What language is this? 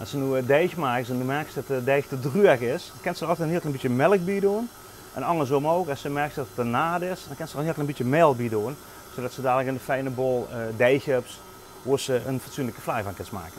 Limburgish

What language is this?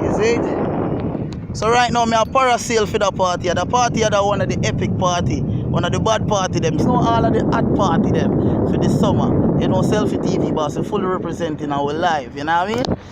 Jamaican Creole English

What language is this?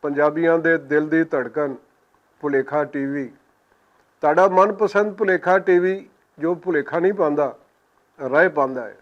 Western Panjabi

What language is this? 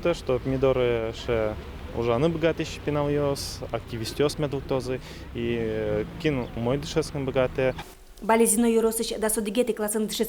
Udmurt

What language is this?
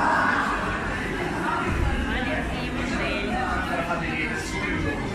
Russian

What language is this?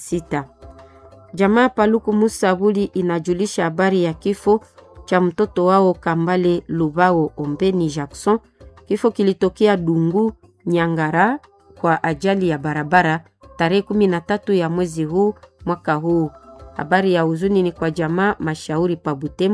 Swahili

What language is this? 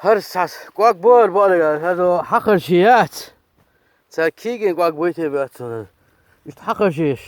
Chechen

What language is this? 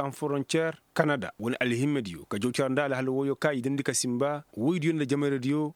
Koyraboro Senni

